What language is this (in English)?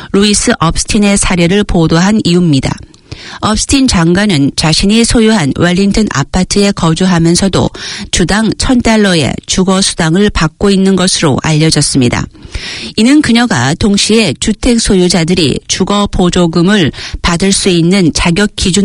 Korean